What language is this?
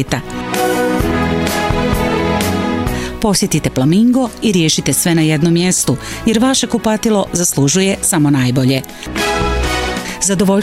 Bosnian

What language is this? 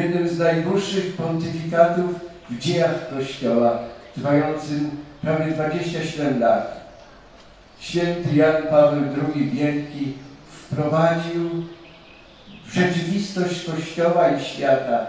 Polish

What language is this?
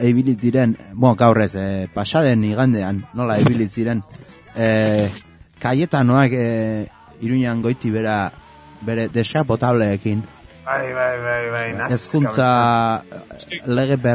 Basque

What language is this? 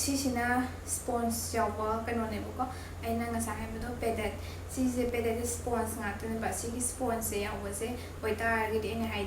Manipuri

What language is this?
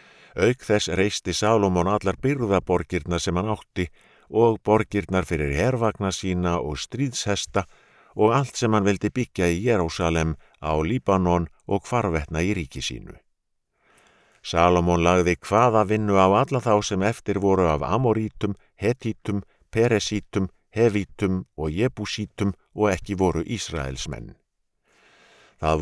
Icelandic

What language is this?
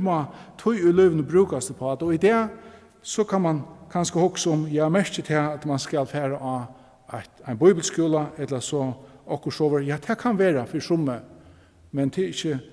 Faroese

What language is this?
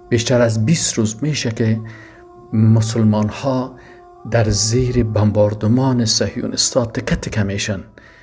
Persian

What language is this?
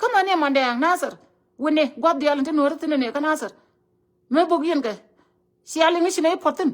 Nuer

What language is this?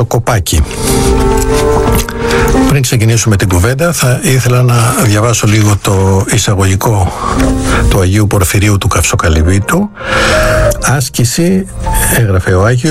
Greek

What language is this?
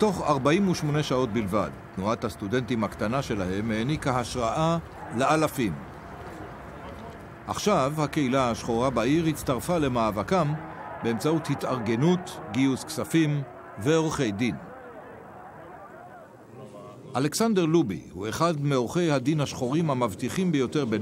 Hebrew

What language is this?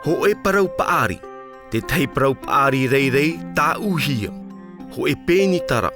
Tahitian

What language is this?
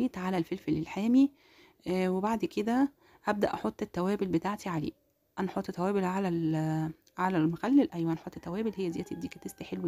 Egyptian Arabic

